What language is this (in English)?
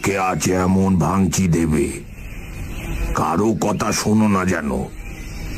Bangla